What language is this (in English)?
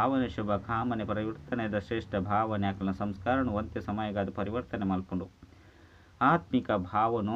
Tulu